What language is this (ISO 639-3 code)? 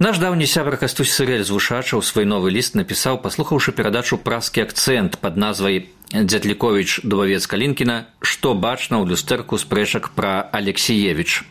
bel